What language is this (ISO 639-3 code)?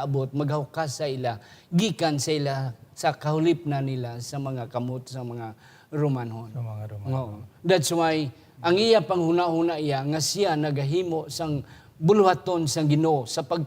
hil